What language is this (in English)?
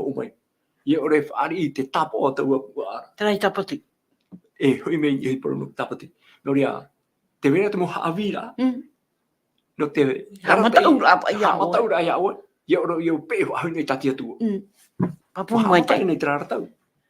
Tahitian